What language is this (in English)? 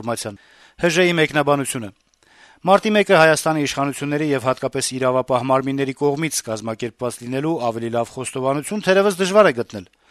Armenian